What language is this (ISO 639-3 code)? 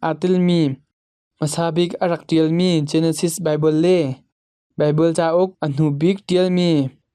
cnh